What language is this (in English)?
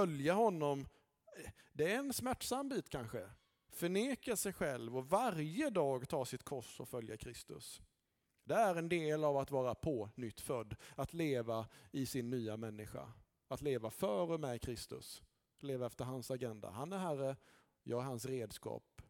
Swedish